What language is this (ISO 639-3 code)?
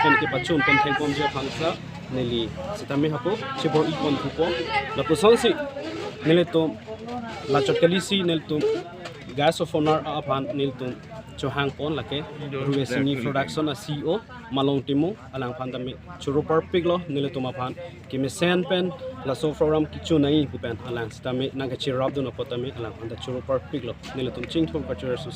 mjw